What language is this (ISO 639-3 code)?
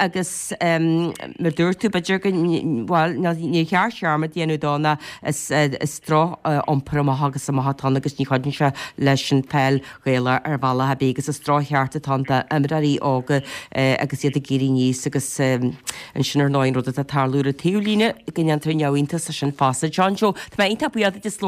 gle